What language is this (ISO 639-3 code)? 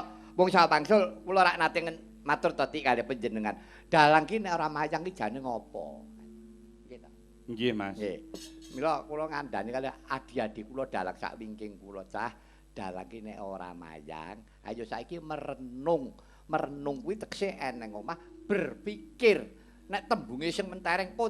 jav